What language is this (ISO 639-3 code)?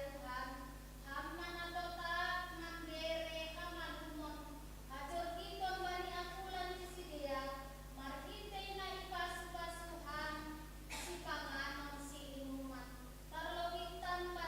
bts